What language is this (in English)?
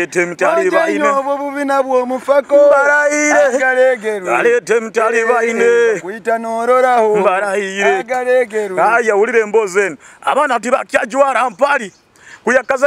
Nyoro